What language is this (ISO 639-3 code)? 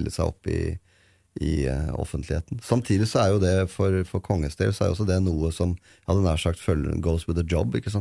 nor